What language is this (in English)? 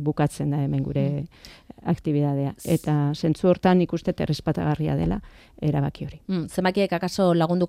Basque